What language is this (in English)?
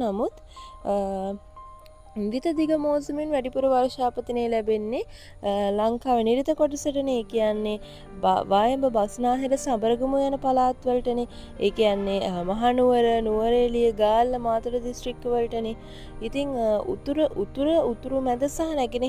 Sinhala